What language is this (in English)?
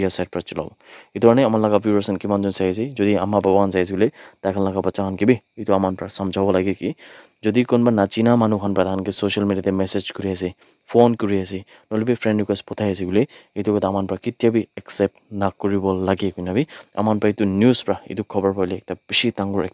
Naga Pidgin